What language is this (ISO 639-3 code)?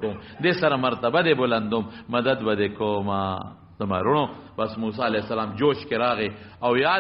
pus